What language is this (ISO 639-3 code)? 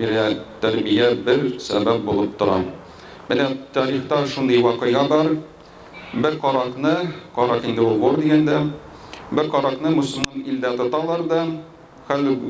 tat